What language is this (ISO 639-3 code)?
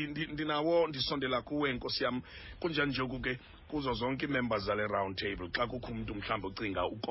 xho